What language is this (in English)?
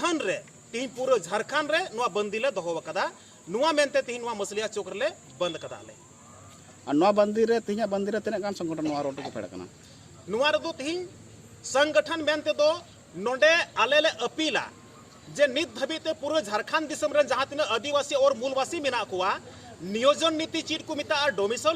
Santali